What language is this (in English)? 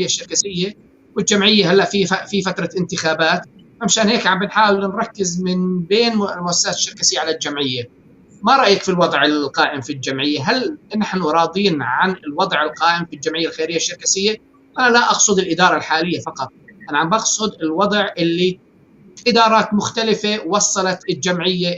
North Levantine Arabic